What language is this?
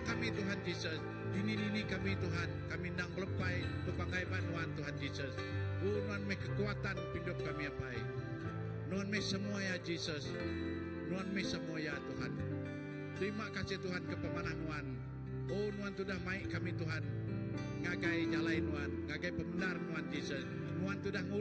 Iban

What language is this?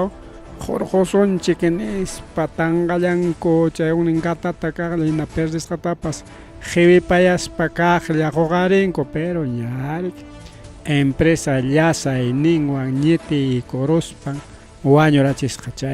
Ayacucho Quechua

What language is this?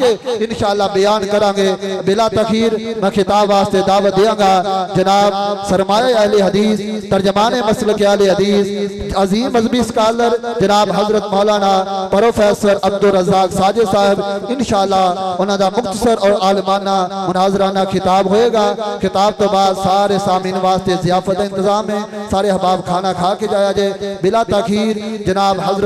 Western Panjabi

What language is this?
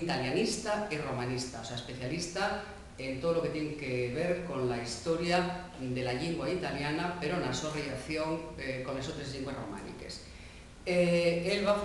Asturian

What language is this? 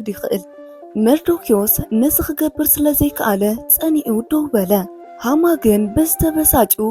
Tigrinya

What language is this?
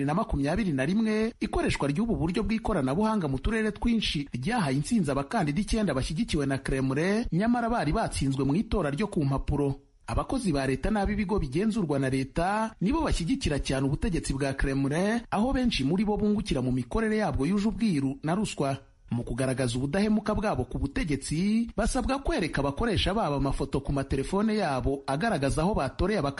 Kinyarwanda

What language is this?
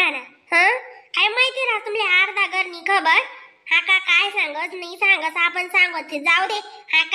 Khandesi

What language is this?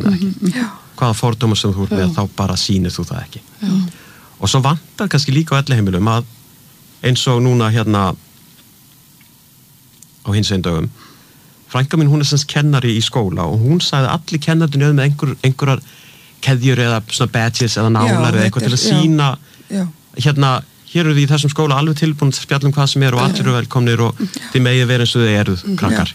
Icelandic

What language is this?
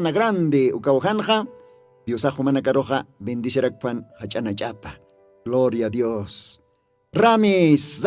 Aymara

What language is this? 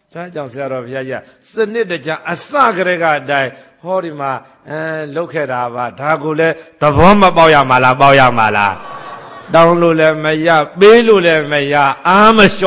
Burmese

